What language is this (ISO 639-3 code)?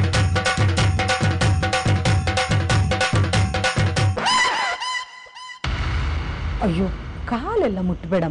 kan